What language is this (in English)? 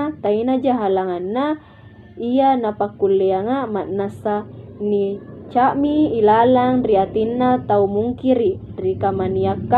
Makasar